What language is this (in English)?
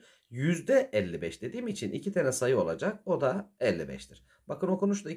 Turkish